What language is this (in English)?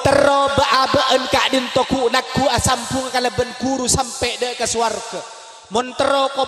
Madurese